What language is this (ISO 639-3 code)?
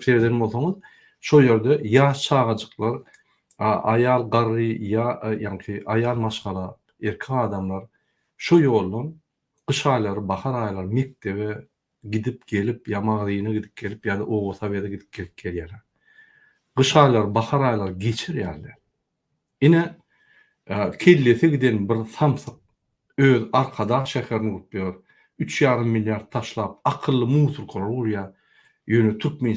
tuk